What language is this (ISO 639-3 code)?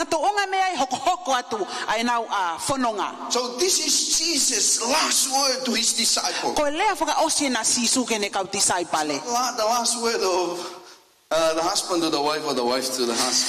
ton